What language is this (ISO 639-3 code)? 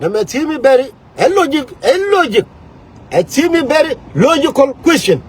nus